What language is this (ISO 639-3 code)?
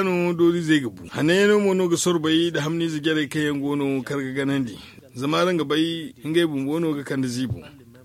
dje